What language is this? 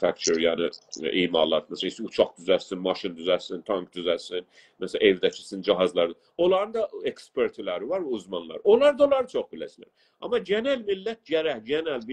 South Azerbaijani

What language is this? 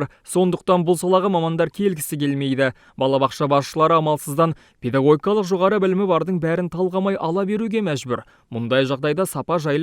Kazakh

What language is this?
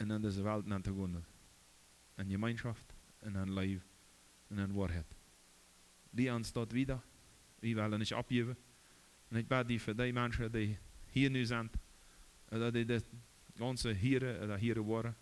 Plautdietsch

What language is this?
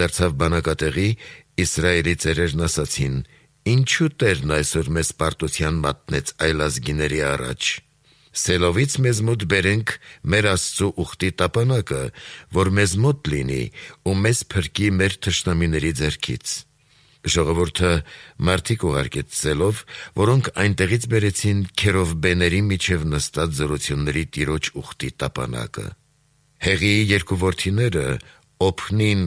Armenian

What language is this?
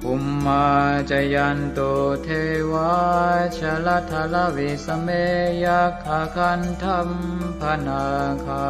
Pali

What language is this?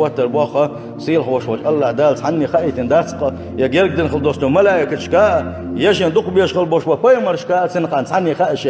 Chechen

